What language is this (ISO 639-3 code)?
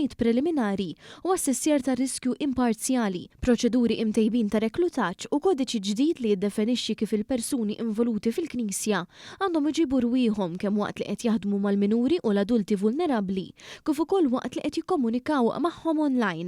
mlt